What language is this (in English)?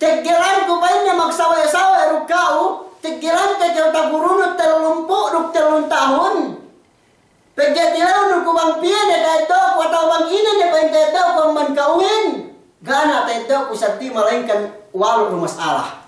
Yakan